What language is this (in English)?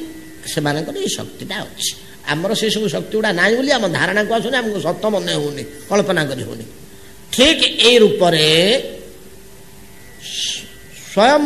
Odia